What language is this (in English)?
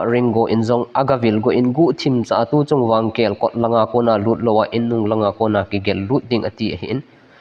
Thado Chin